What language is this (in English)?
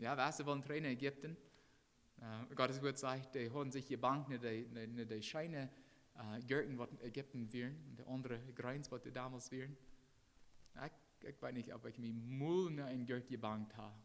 Plautdietsch